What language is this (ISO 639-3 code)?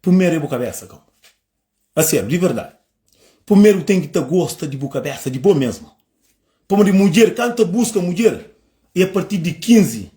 kea